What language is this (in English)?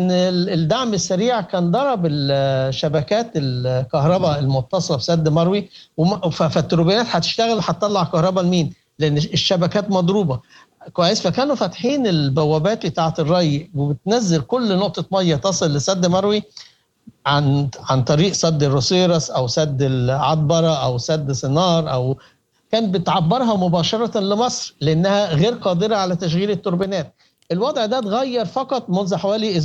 Sudanese Arabic